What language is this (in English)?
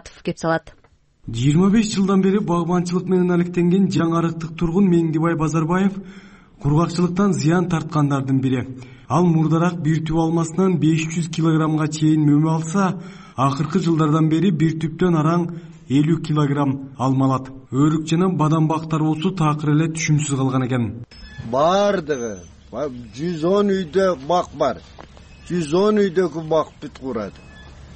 Kyrgyz